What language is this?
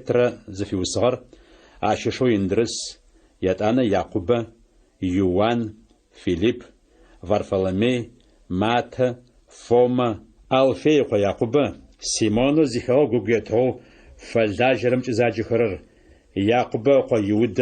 Adyghe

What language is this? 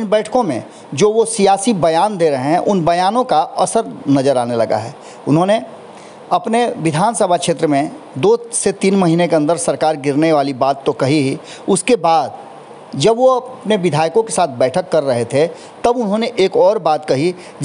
Hindi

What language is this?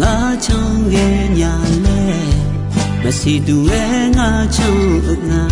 Akha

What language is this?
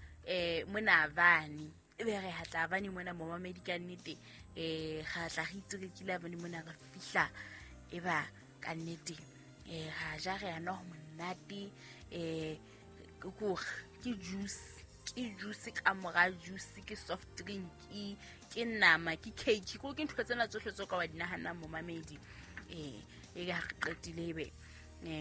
Southern Sotho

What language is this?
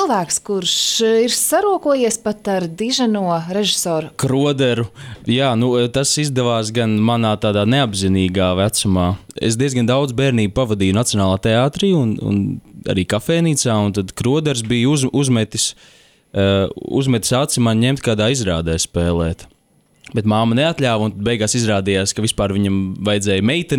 Latvian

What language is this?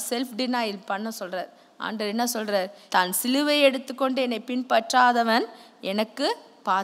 Tamil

